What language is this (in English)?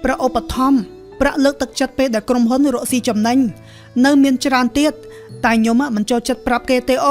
Khmer